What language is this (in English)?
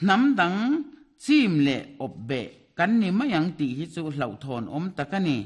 Mizo